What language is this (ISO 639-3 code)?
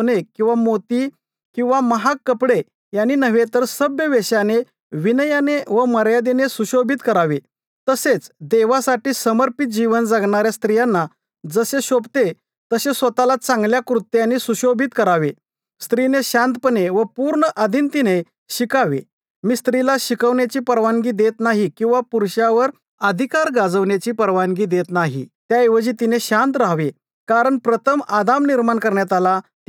mar